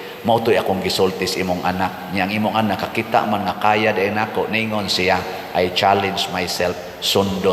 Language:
Cebuano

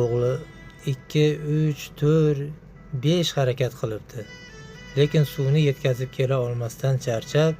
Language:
Uzbek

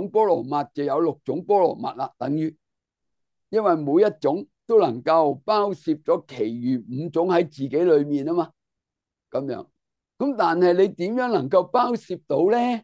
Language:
Cantonese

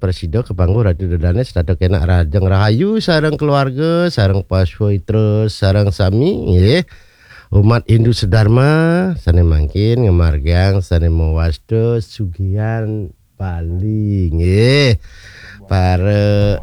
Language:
Balinese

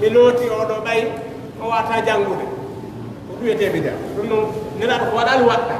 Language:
Fula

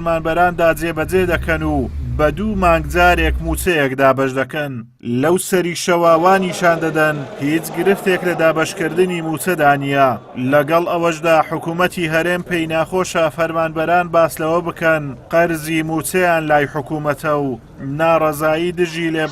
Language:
Central Kurdish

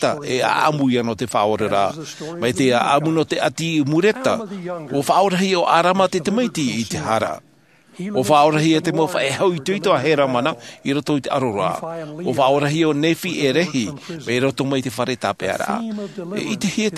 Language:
Tahitian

